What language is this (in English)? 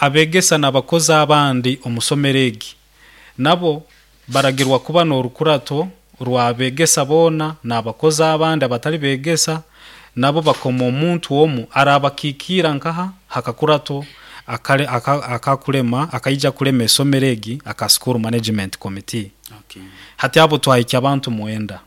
Nyoro